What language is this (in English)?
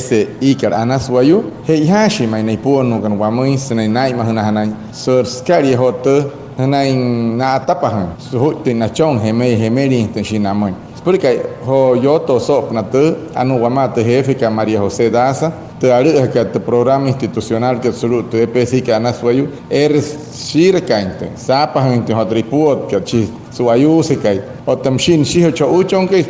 Wayuu